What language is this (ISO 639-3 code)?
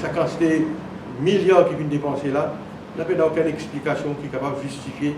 mfe